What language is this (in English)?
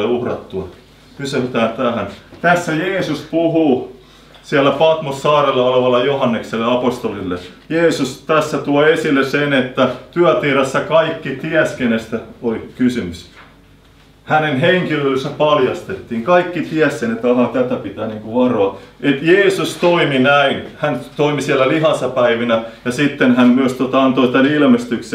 Finnish